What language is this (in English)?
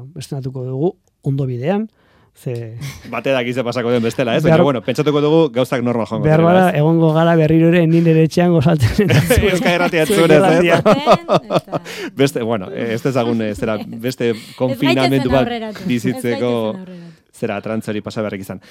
Basque